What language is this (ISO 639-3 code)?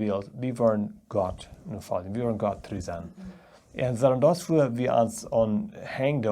pdt